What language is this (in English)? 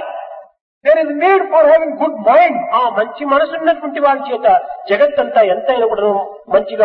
Telugu